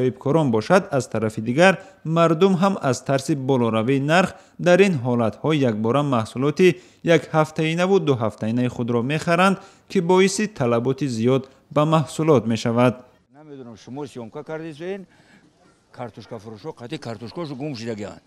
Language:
Tajik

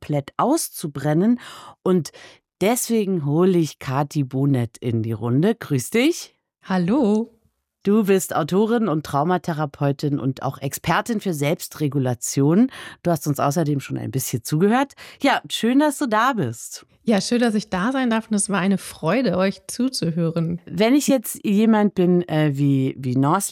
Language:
German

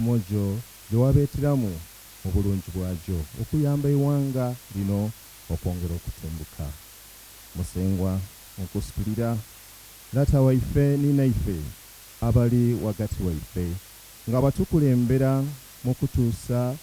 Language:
Soga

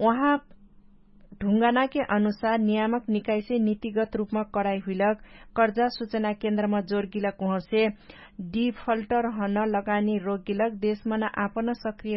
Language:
Dangaura Tharu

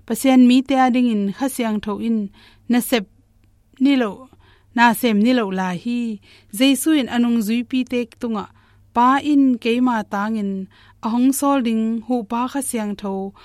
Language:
Tedim Chin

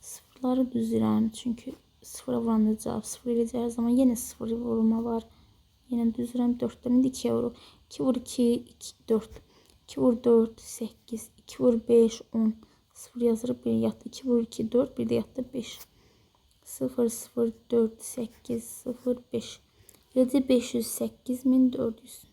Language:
Azerbaijani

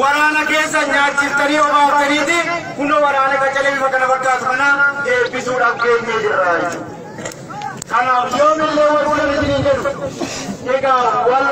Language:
Oromo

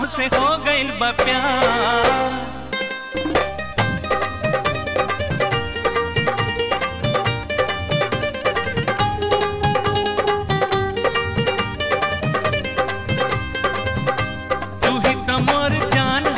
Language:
Bhojpuri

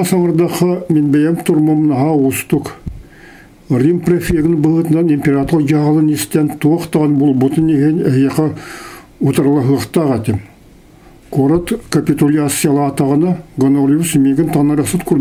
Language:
Yakut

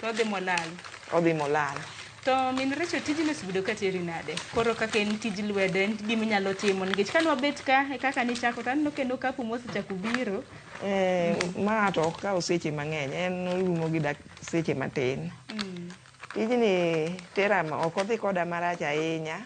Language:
Luo (Kenya and Tanzania)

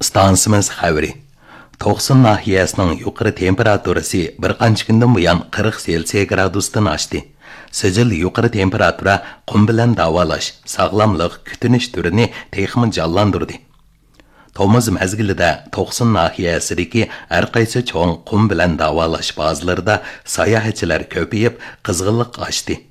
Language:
Uyghur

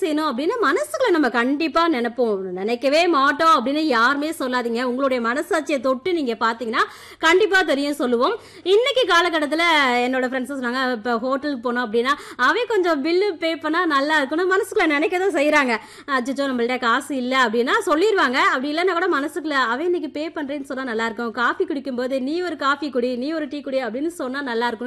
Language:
Tamil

